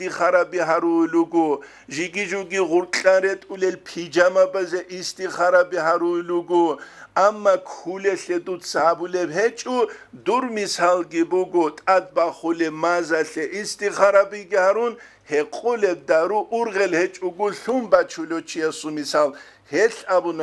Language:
Avaric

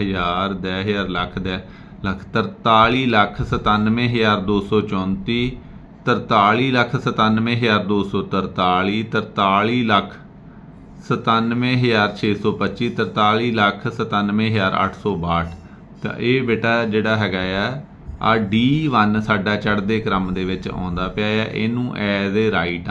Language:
Punjabi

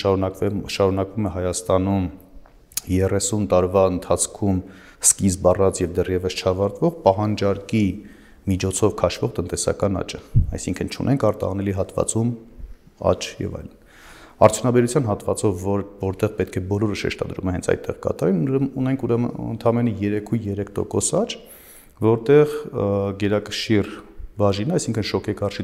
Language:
Armenian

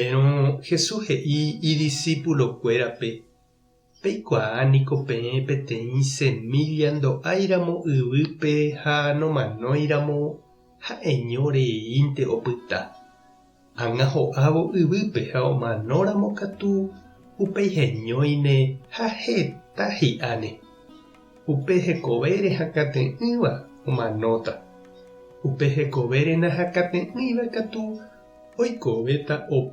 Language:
Guarani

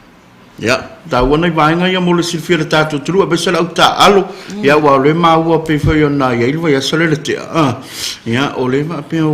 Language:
Samoan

